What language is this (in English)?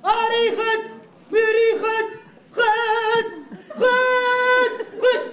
Adyghe